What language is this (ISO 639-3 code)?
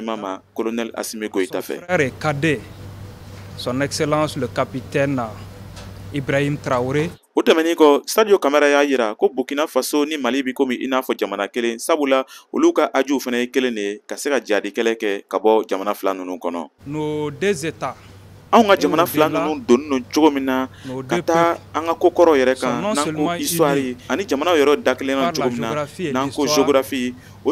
bam